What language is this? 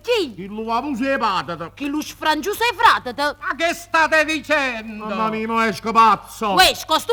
Neapolitan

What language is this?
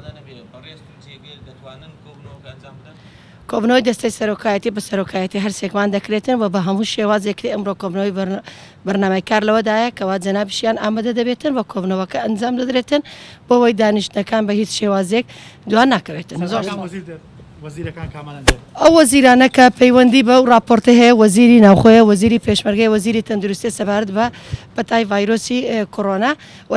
Central Kurdish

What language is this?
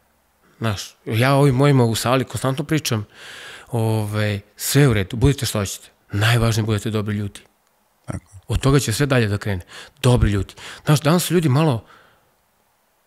Serbian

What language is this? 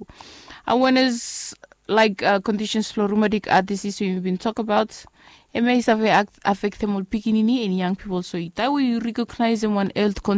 Bislama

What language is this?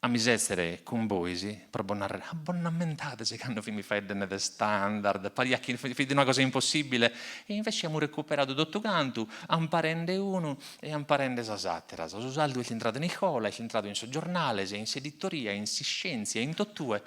Sardinian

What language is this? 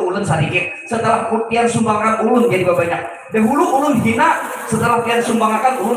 Banjar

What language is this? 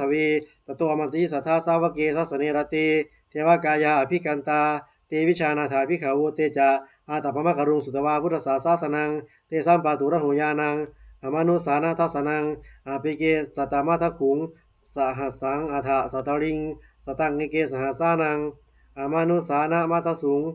Pali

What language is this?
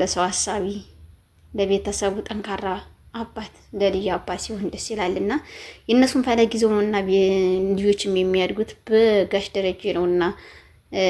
Amharic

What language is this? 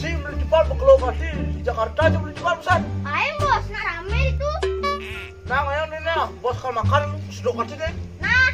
Balinese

